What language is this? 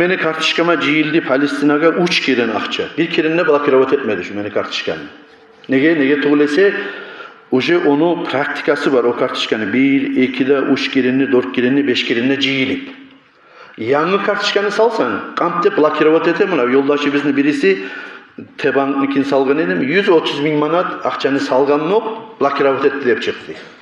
Kumyk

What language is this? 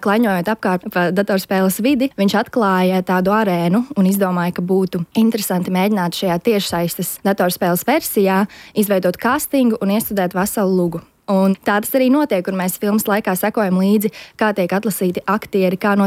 Latvian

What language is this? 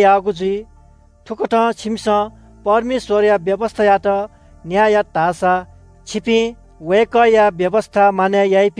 Newari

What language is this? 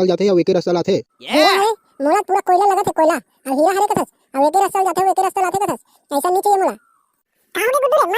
Chhattisgarhi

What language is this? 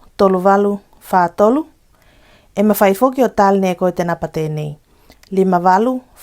Tuvalu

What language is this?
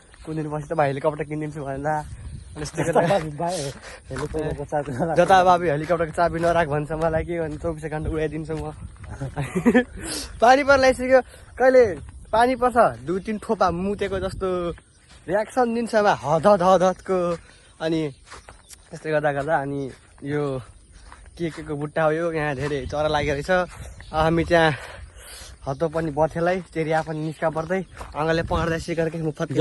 Nepali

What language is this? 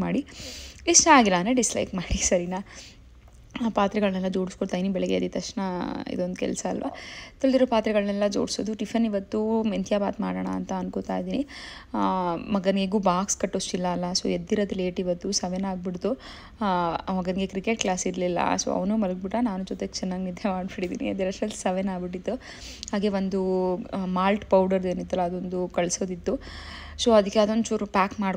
Kannada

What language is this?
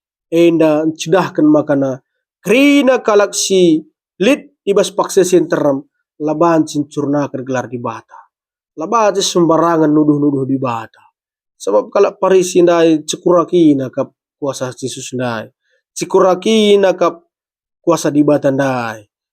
Batak Karo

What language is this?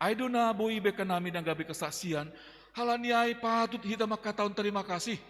Batak Simalungun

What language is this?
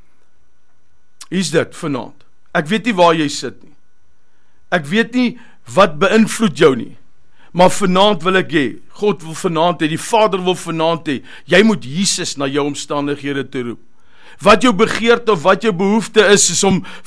Afrikaans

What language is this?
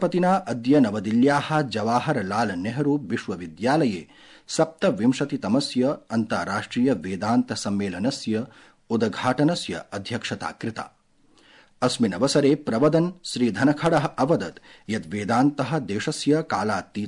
Sanskrit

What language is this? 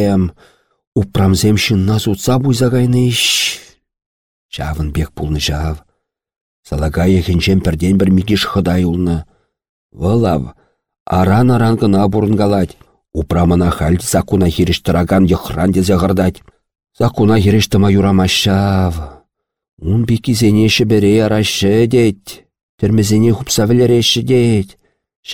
Chuvash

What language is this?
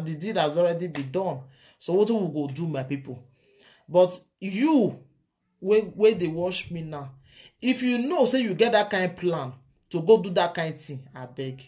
Nigerian Pidgin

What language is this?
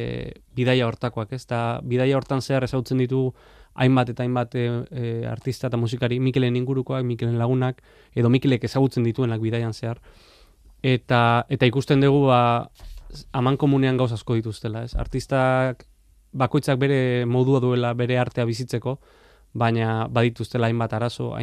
Basque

